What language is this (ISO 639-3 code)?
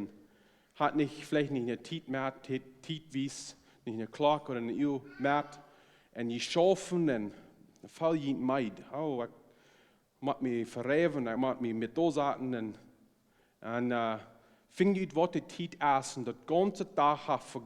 pdt